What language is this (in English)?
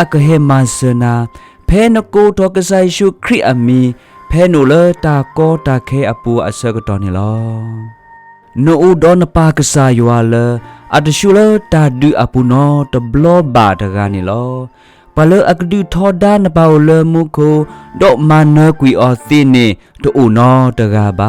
S'gaw Karen